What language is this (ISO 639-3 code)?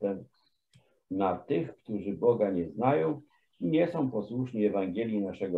pol